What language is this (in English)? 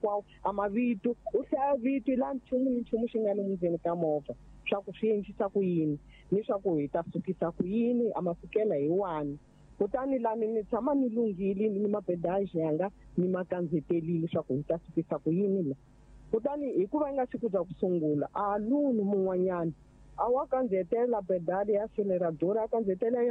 Tsonga